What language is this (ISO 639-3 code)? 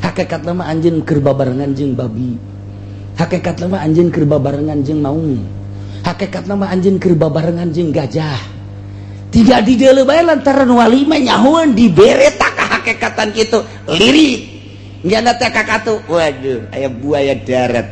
sun